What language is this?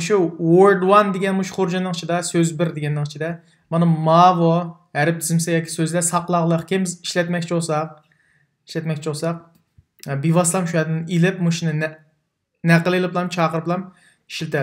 Uyghur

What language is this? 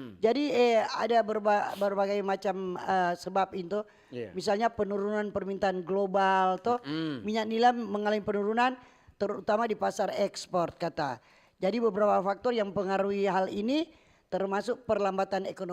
Manado Malay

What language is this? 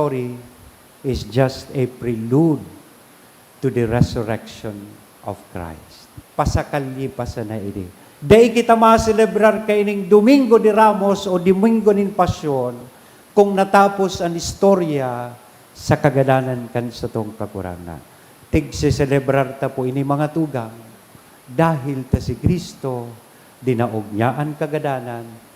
Bikol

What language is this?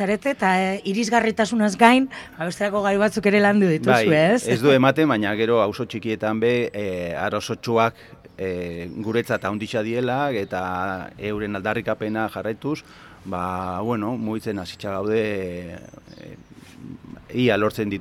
Basque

